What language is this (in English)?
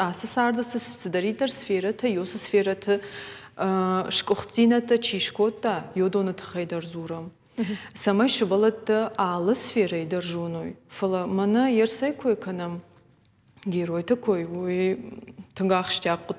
Ossetic